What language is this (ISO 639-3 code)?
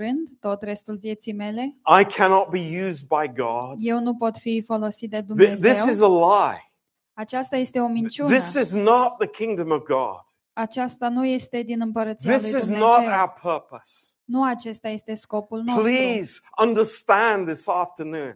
ron